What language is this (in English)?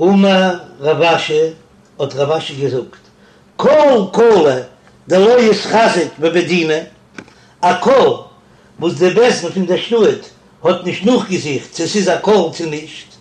Yiddish